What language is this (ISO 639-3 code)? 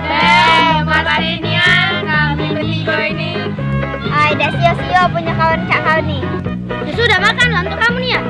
mui